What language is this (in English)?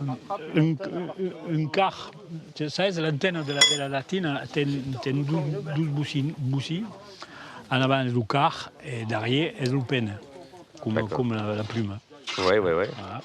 Occitan